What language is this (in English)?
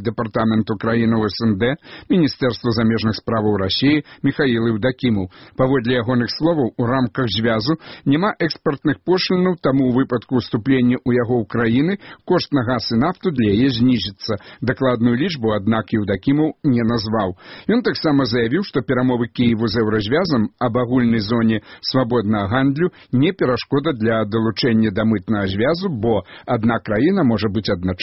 Belarusian